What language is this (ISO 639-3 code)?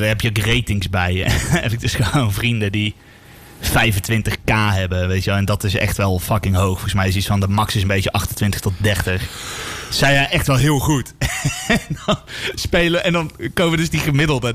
nld